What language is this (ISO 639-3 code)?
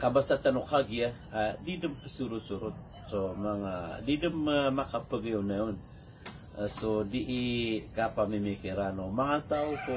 mrw